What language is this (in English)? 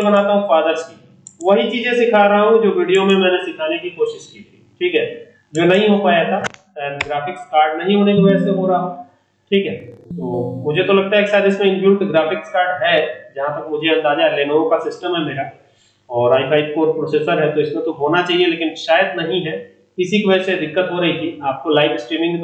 Hindi